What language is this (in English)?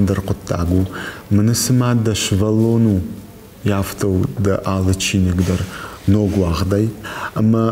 Ossetic